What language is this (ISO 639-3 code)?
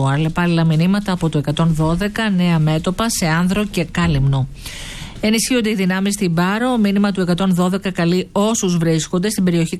ell